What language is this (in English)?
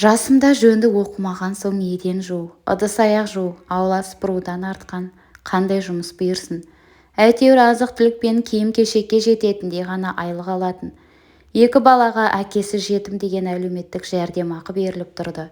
Kazakh